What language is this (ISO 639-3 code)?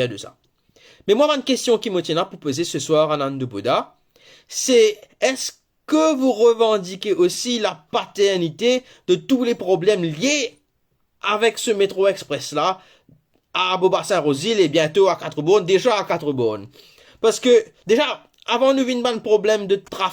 mfe